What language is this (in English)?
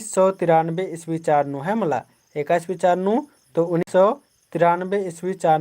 Kurukh